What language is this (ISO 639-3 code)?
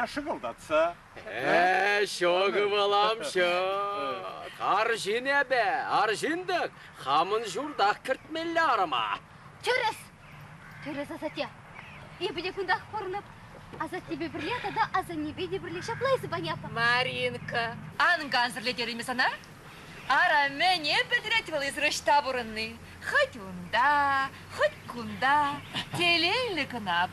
chv